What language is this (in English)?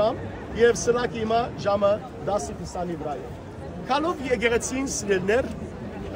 Western Armenian